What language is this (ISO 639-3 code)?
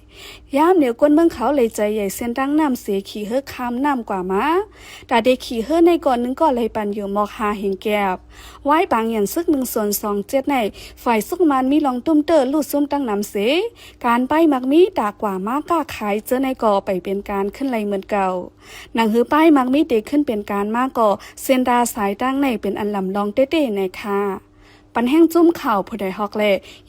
shn